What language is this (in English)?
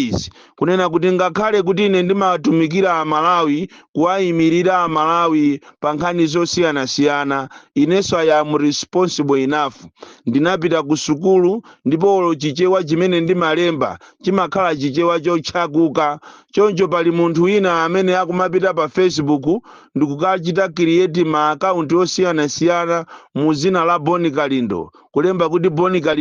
Nyanja